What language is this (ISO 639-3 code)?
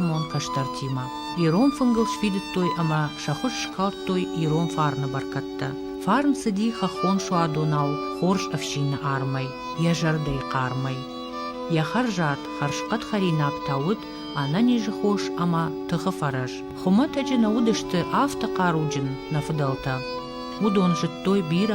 oss